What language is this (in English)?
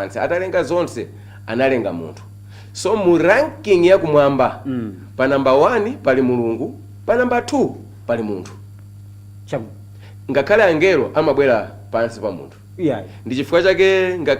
Nyanja